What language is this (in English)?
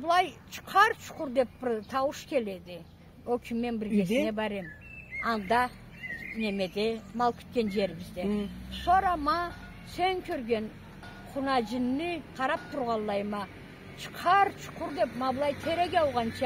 Karachay-Balkar